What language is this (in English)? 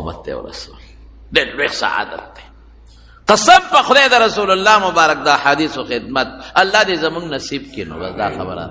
Pashto